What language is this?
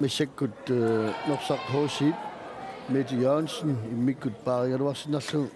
Kalaallisut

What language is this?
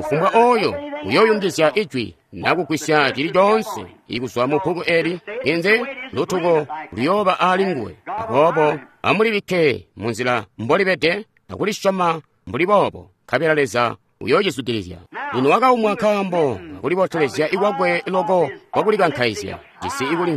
Tonga (Zambia)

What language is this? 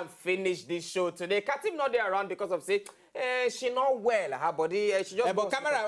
Nigerian Pidgin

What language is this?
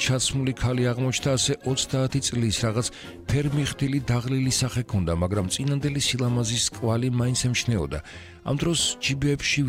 Georgian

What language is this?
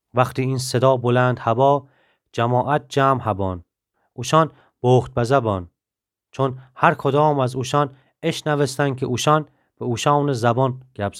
Gilaki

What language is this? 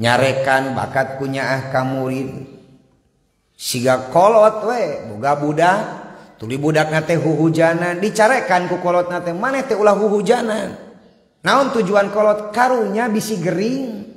Sundanese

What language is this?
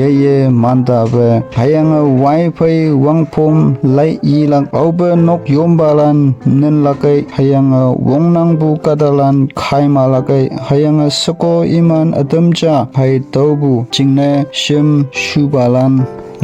Konyak Naga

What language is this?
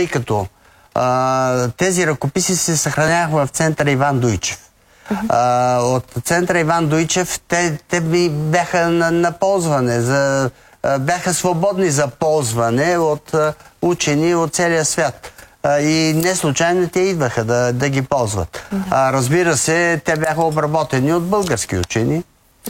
Bulgarian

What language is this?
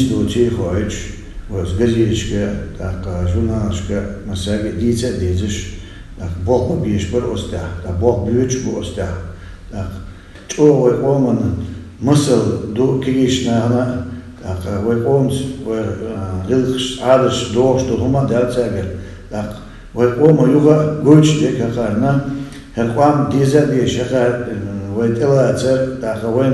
Chechen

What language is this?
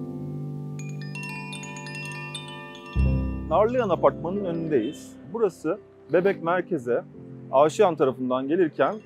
Turkish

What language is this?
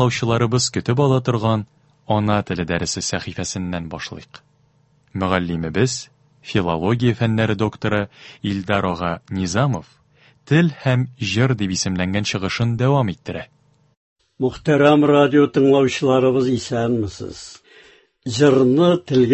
Tatar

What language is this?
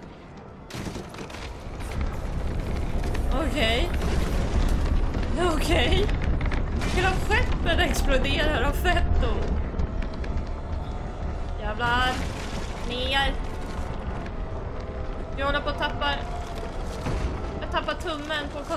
Swedish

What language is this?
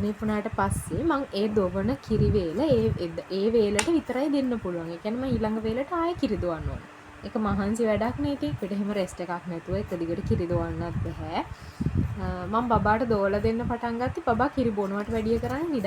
Sinhala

